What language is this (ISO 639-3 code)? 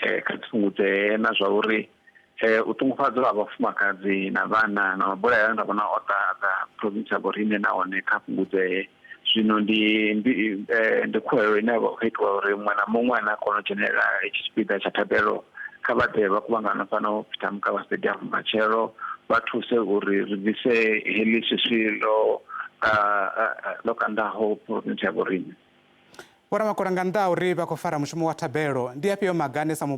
ven